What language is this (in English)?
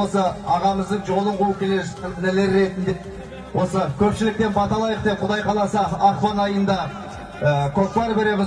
Kazakh